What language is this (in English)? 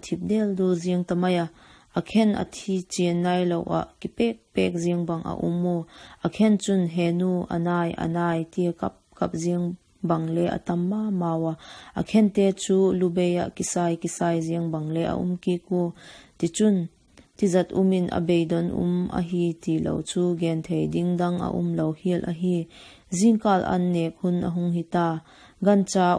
Vaiphei